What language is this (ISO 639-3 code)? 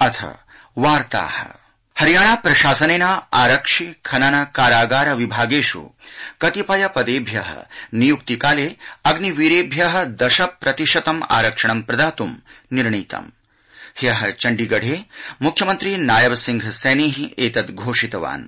san